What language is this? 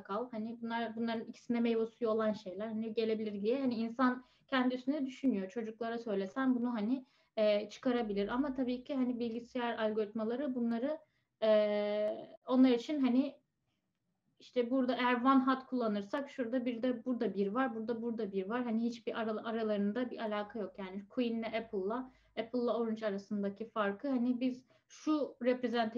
Turkish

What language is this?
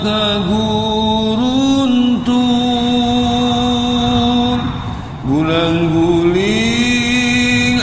Sundanese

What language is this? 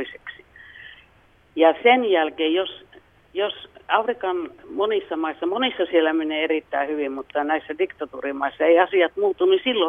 Finnish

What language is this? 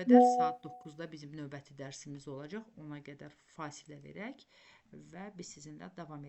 Azerbaijani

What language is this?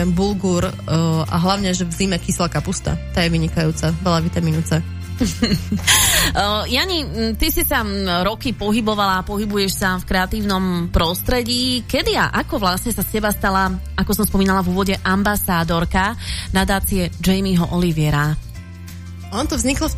Slovak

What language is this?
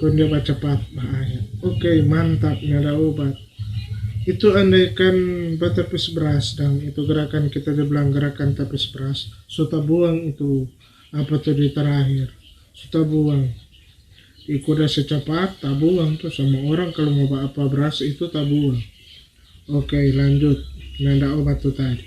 Manado Malay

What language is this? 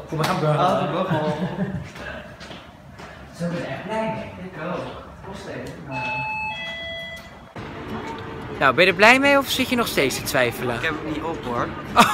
Dutch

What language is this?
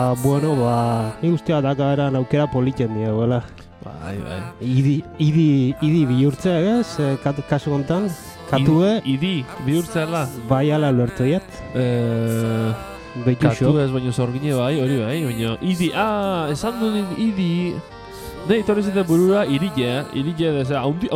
Basque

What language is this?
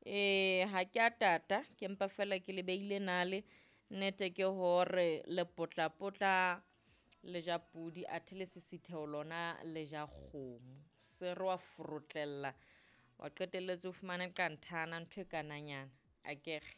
Southern Sotho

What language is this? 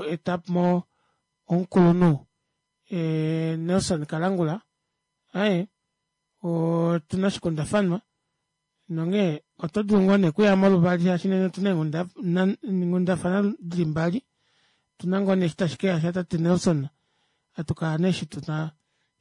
Kuanyama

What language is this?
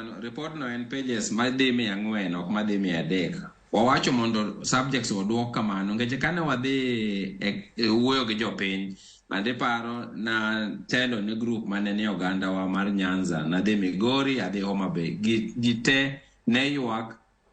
Luo (Kenya and Tanzania)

